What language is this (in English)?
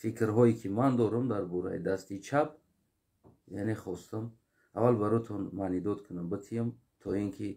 Tajik